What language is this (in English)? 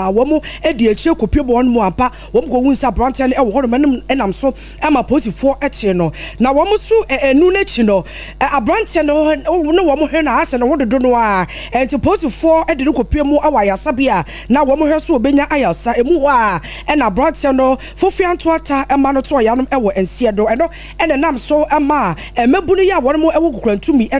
Akan